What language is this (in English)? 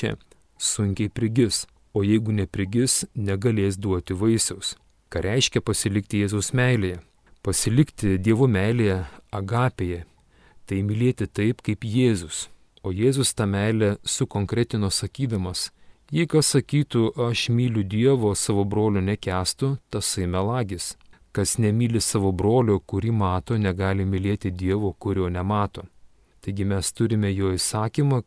Lithuanian